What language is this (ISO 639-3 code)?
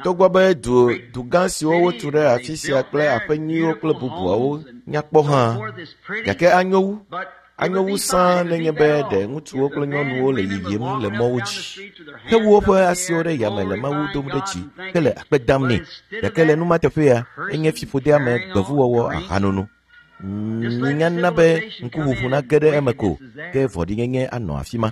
ewe